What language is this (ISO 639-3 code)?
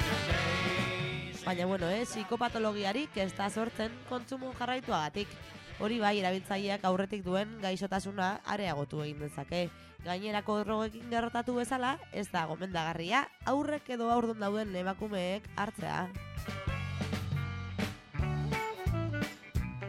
eus